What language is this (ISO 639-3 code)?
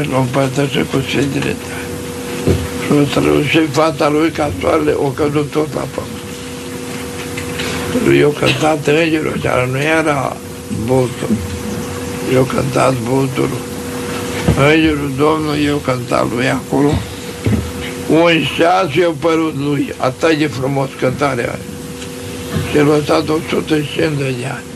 ron